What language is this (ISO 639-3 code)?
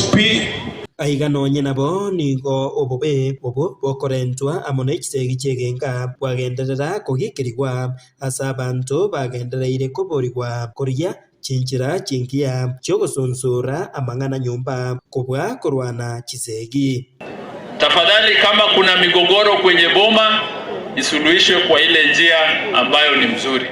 guz